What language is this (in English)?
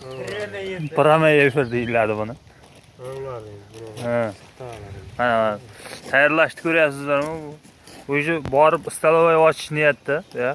Uzbek